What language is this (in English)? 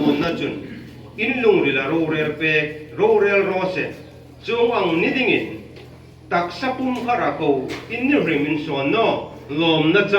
Hmar